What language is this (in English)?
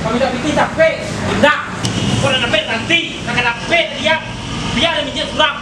Minangkabau